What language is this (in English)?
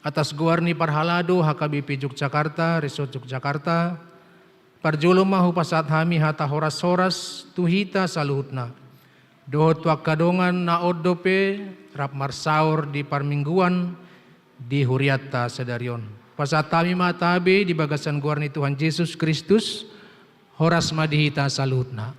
Batak Toba